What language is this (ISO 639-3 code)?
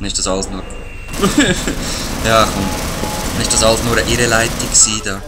gsw